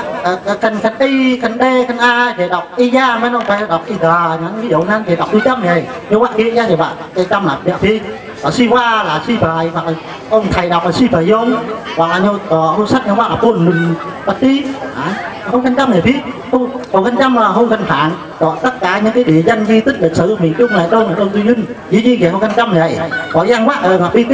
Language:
Vietnamese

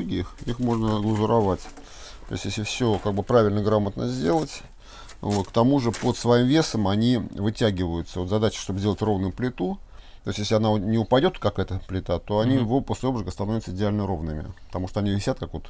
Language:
Russian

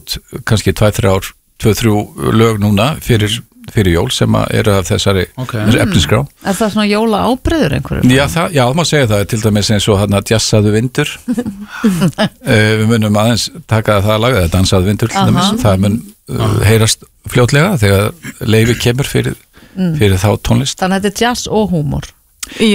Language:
Icelandic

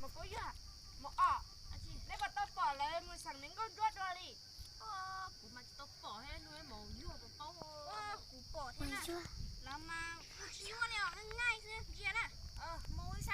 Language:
Hmong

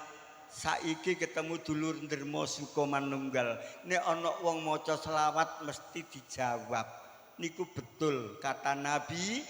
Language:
Javanese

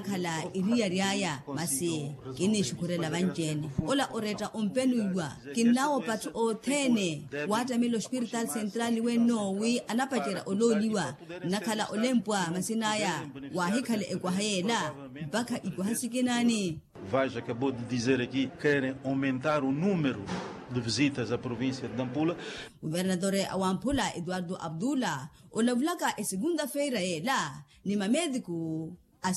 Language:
Makhuwa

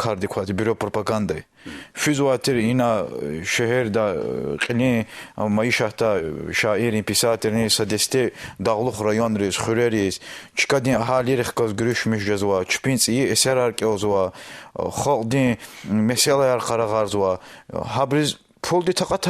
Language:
Lezghian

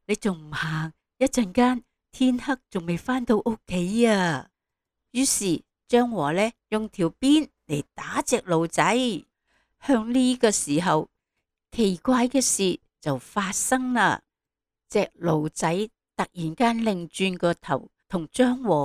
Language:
Cantonese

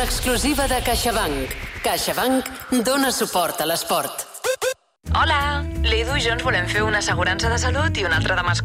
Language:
Catalan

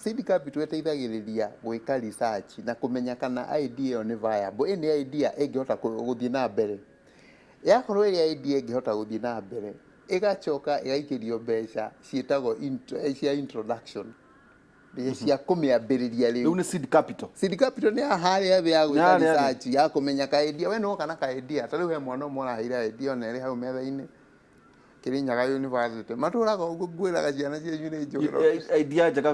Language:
Kikuyu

